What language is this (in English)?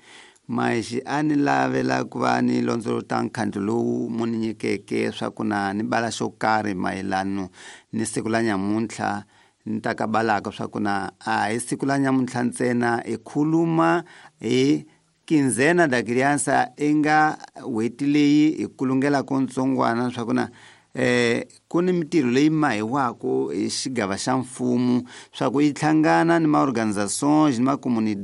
Tsonga